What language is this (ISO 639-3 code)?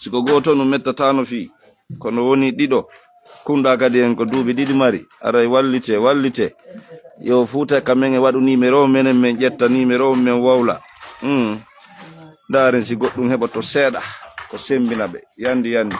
ful